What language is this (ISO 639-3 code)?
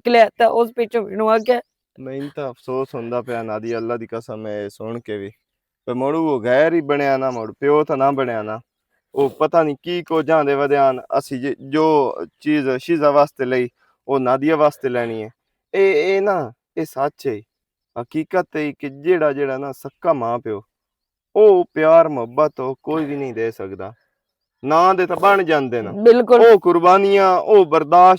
lah